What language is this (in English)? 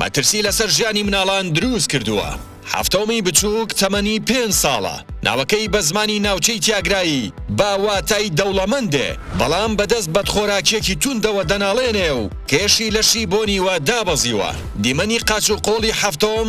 Central Kurdish